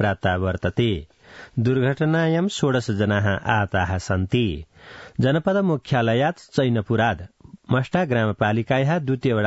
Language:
Sanskrit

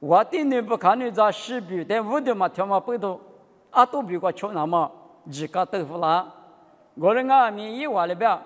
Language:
Lisu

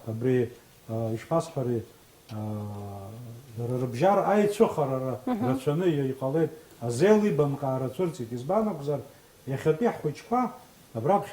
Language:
Abkhazian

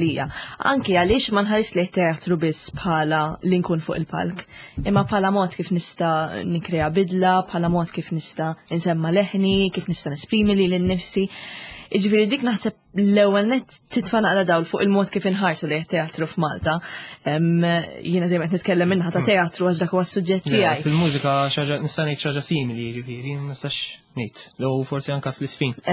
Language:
Maltese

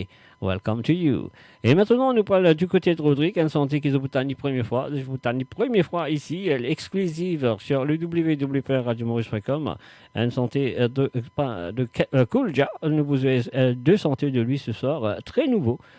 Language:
Morisyen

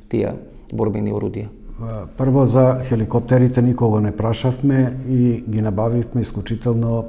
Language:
Macedonian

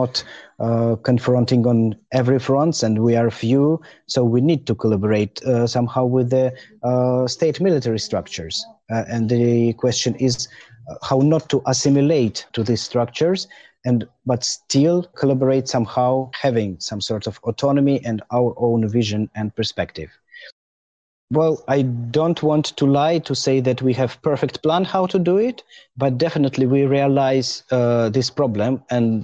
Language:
English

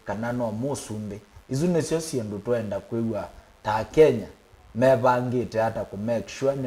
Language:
Kamba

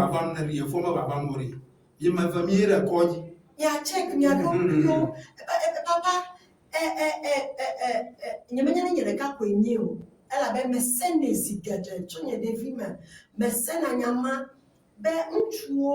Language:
Ewe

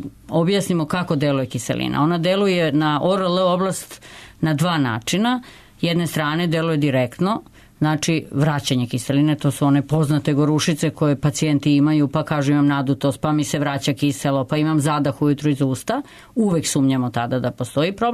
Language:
Serbian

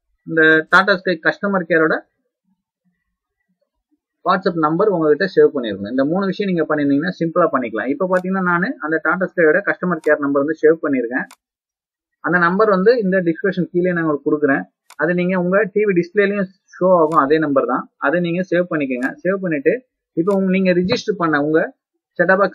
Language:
Tamil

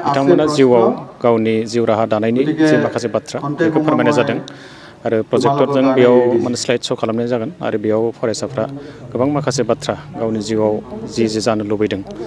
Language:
Bodo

